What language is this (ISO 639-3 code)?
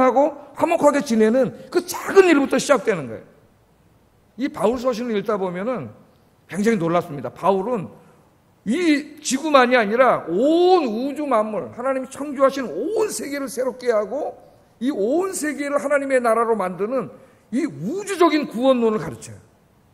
kor